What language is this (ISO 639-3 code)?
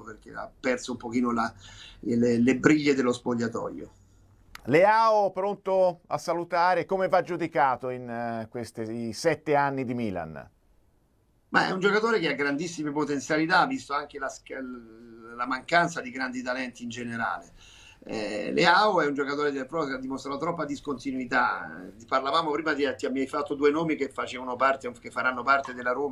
ita